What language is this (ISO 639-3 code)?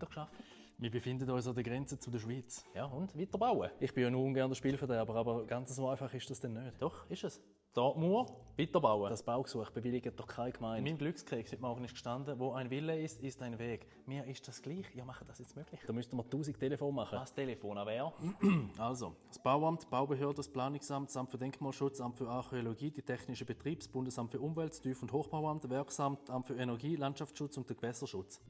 gsw